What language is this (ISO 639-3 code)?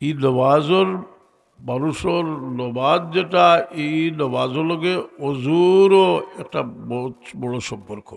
syl